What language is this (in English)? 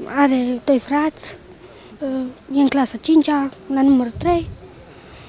Romanian